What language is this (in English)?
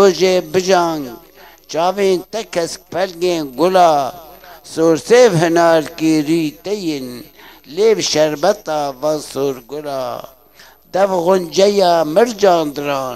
Kurdish